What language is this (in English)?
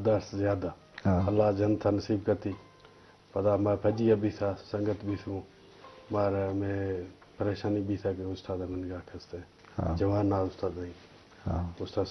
Eastern Balochi